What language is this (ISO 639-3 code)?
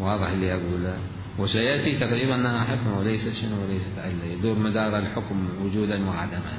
acm